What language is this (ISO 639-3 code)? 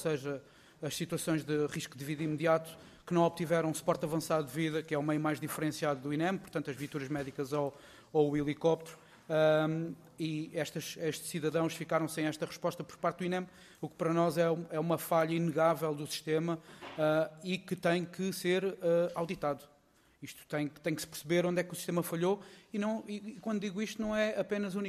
por